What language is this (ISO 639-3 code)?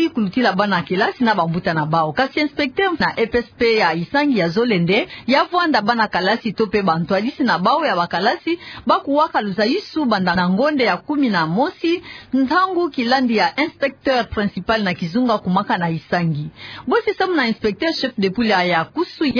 ktu